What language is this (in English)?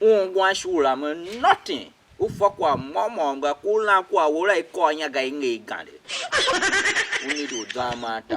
Tiv